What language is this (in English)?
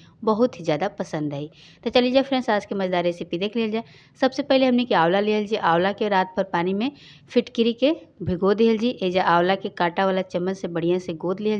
Bhojpuri